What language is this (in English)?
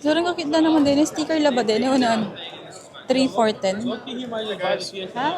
Pampanga